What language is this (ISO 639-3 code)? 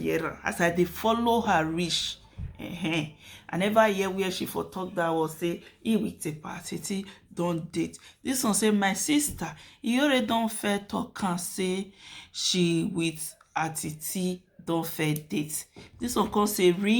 pcm